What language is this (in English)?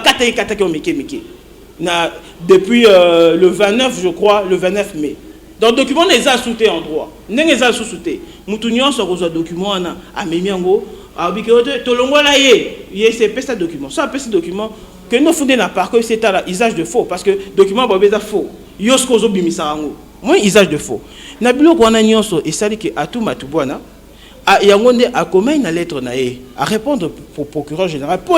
Lingala